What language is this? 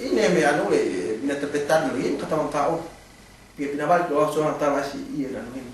Yakan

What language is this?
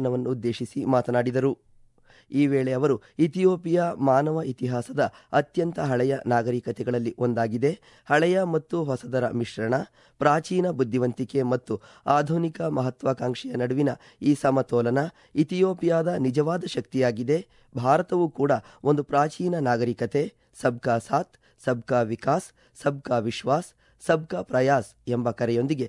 Kannada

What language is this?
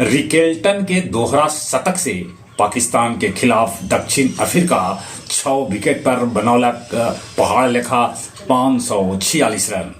Magahi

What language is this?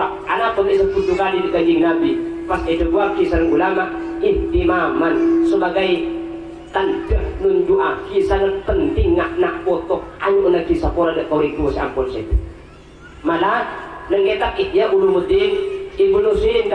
Madurese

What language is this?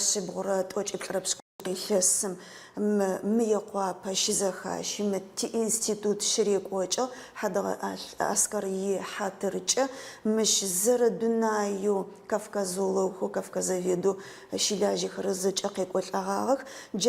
Adyghe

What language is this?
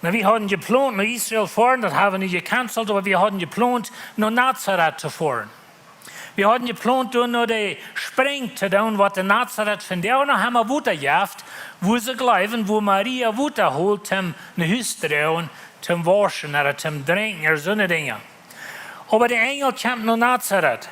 Plautdietsch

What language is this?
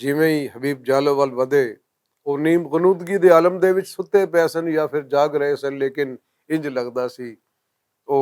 Western Panjabi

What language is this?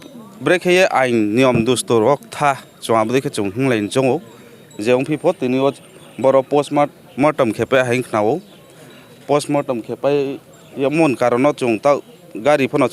Riang (India)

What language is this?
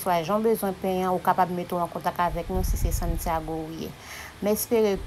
Haitian Creole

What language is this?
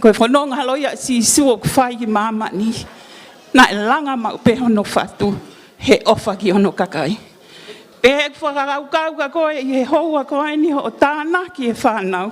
Tongan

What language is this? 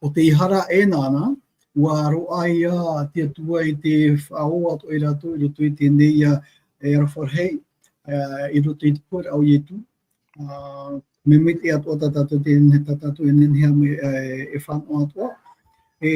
Tahitian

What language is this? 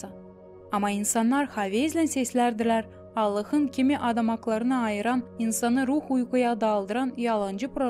Gagauz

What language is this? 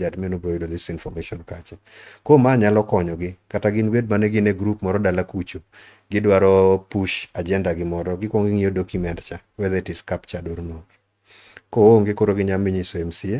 Luo (Kenya and Tanzania)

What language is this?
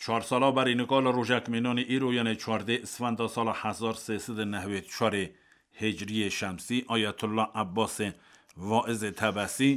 Kurdish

